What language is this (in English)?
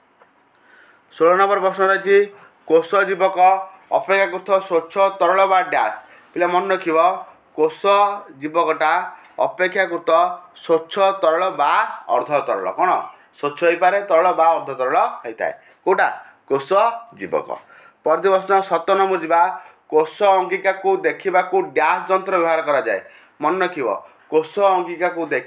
Odia